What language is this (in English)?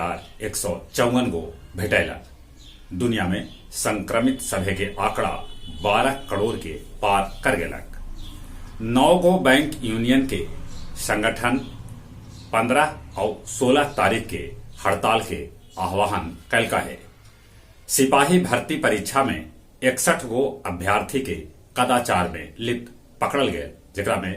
Magahi